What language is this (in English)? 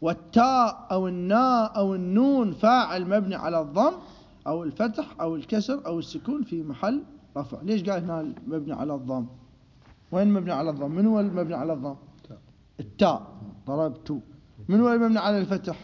Mesopotamian Arabic